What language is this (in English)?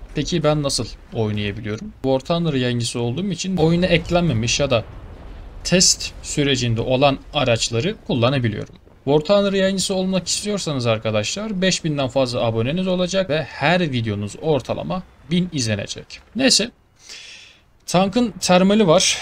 Turkish